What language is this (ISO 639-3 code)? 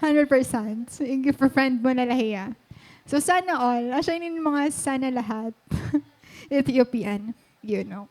war